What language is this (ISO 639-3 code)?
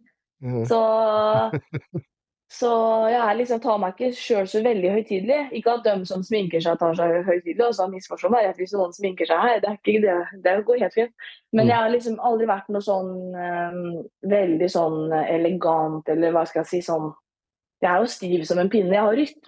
nor